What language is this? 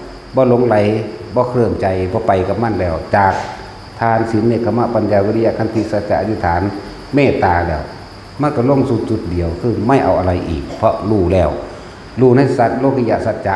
Northeastern Thai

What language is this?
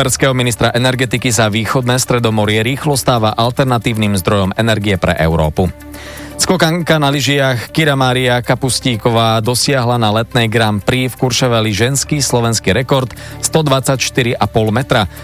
Slovak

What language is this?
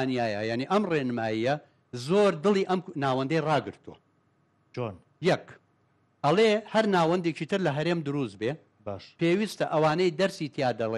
Central Kurdish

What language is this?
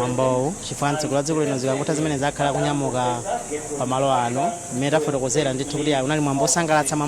Nyanja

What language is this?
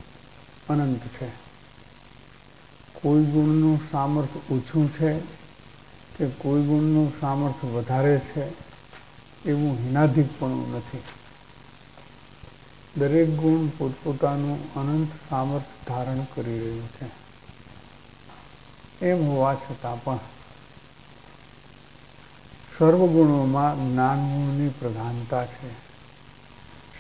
Gujarati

